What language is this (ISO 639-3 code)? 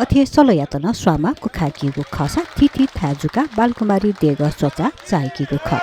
new